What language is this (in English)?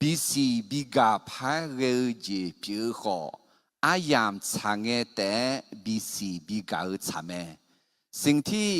Akha